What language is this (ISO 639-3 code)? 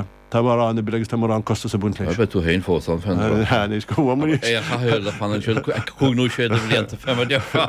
gle